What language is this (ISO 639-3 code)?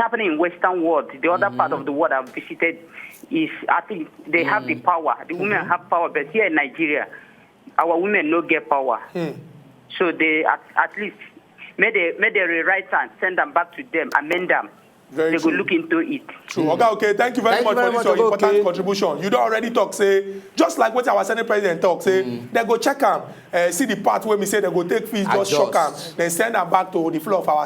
pcm